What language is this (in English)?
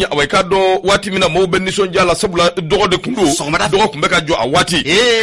Bambara